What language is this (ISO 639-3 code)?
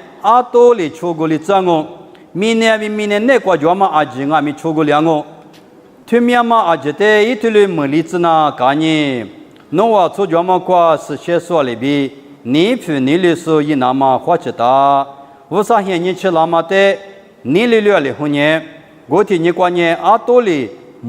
lis